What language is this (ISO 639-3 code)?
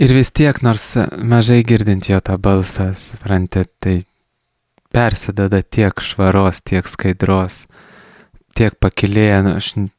lit